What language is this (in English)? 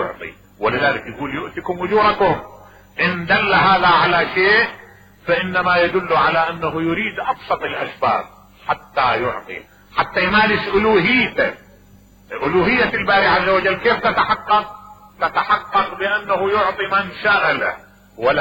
Mesopotamian Arabic